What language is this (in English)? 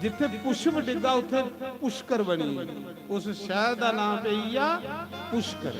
Dogri